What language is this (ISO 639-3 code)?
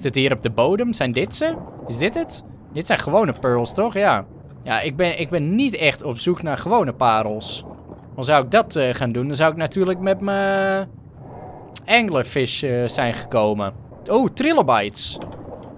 nld